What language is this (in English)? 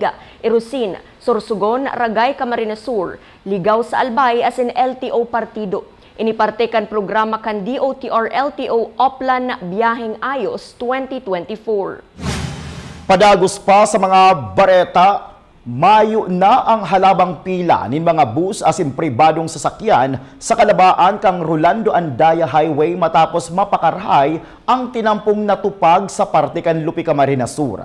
Bikol